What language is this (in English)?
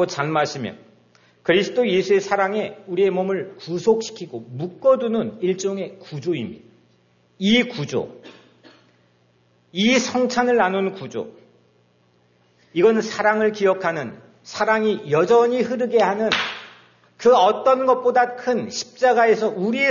Korean